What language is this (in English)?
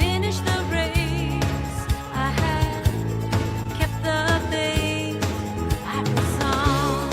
Southern Sotho